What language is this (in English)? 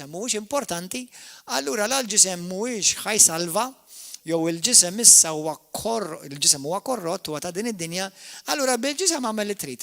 Maltese